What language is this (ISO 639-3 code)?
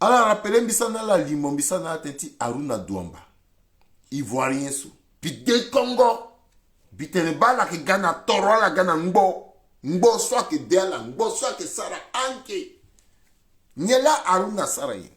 sag